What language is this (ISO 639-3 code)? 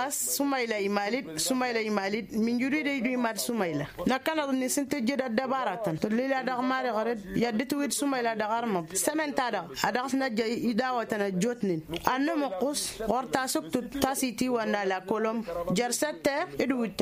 taq